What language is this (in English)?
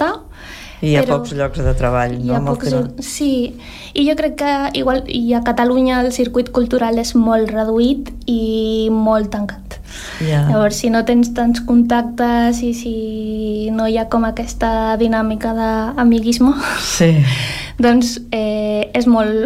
Catalan